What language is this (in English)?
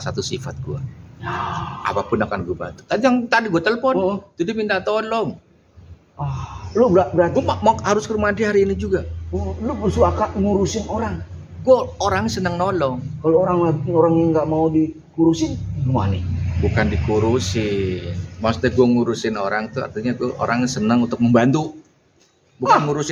Betawi